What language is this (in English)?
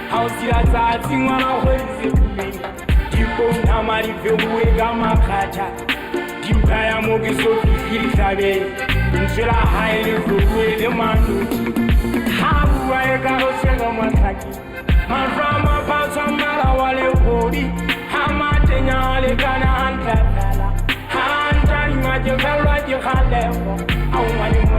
Southern Sotho